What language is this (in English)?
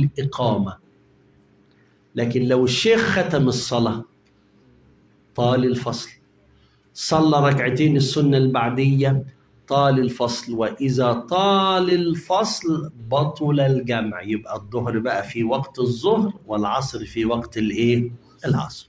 Egyptian Arabic